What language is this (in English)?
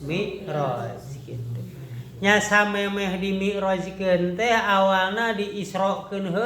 Sundanese